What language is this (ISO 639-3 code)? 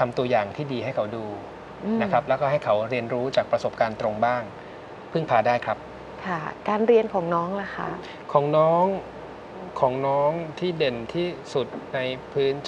tha